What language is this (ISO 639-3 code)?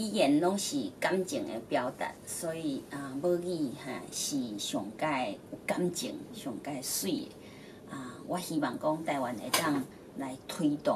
nan